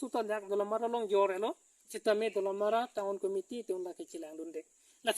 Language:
Karbi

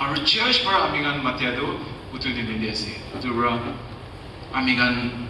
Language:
Naga Pidgin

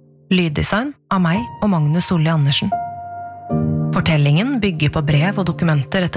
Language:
Norwegian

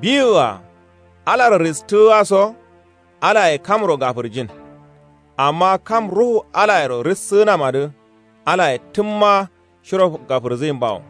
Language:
Kanuri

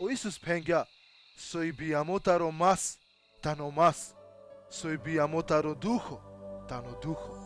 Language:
Balkan Romani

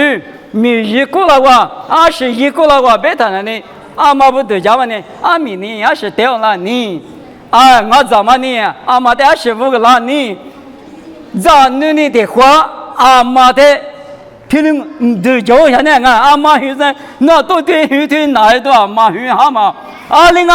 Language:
Lisu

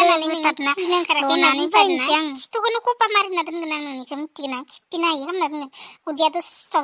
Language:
Bodo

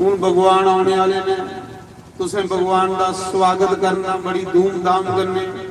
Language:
Dogri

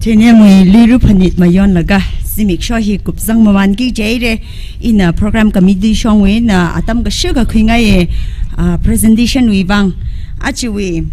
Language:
Tangkhul Naga (India)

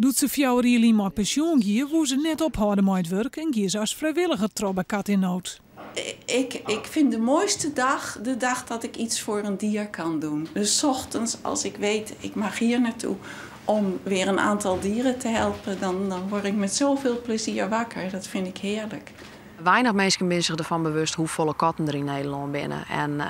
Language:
Western Frisian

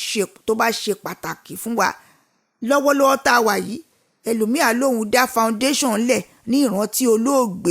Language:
Yoruba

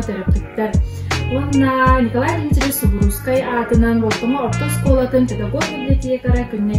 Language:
Yakut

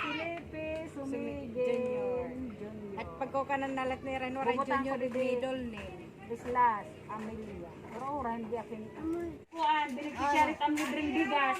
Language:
Waray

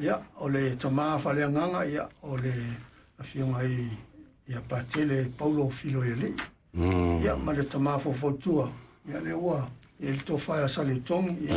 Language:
Samoan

